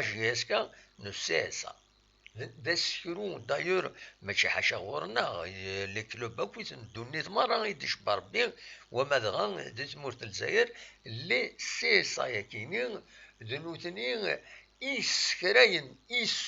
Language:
Kabyle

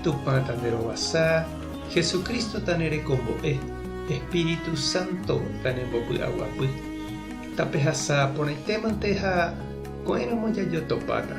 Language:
Guarani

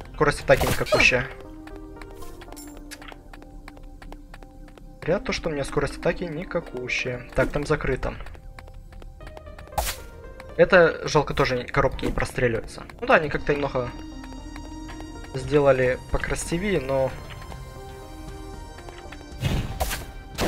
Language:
Russian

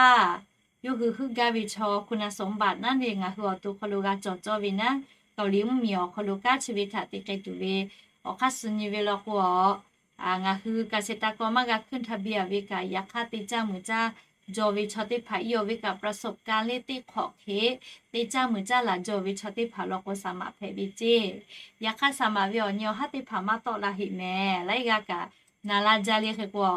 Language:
Lahu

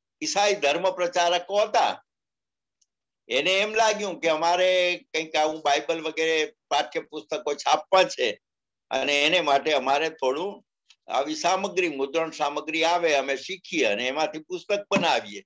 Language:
Gujarati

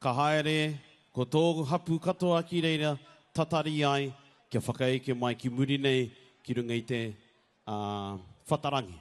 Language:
Māori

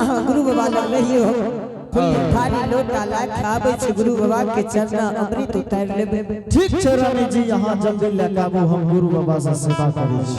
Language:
Angika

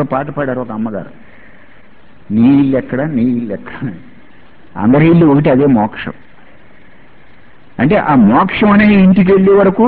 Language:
Telugu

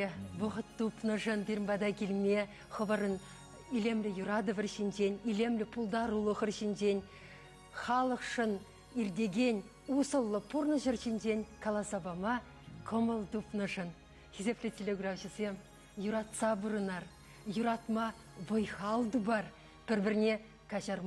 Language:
Chuvash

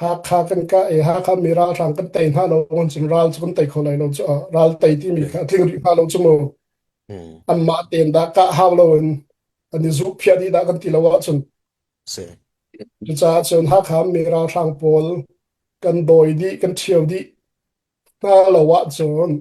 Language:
Hakha Chin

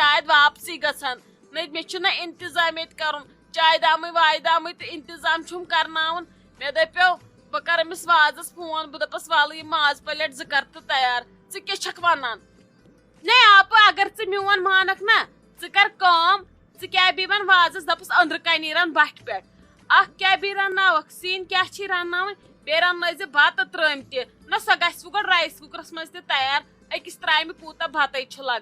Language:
Kashmiri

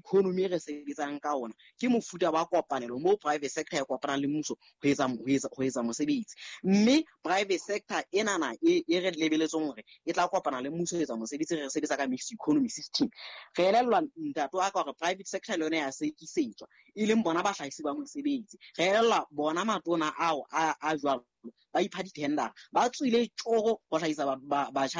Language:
Southern Sotho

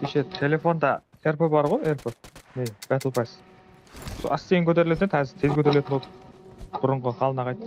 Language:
Kara-Kalpak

